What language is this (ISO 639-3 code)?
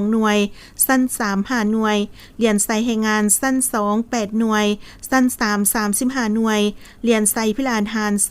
lao